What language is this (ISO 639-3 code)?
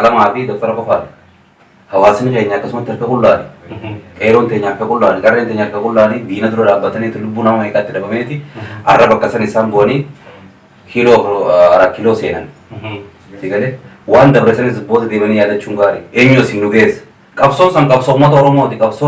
orm